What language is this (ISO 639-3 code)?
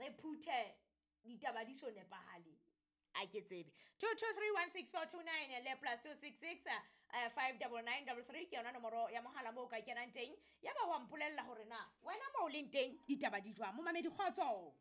sot